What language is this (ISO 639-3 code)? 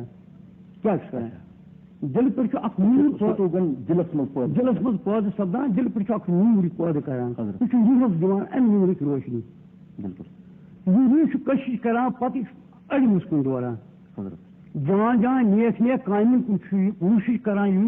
kas